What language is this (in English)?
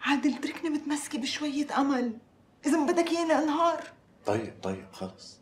North Levantine Arabic